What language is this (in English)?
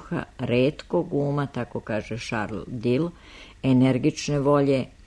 Serbian